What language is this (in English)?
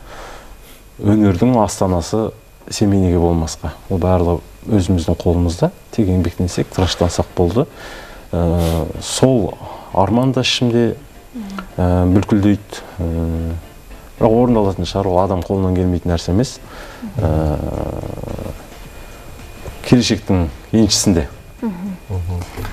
Kazakh